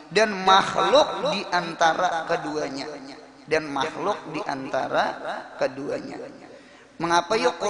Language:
Banjar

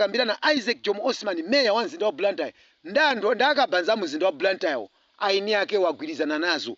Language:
Nyanja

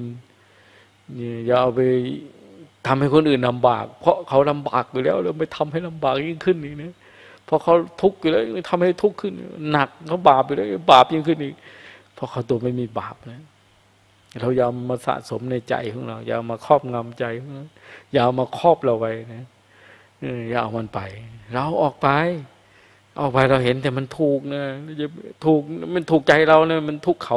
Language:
Thai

